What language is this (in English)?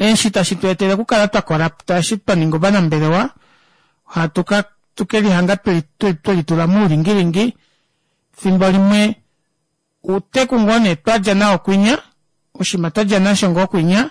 Kuanyama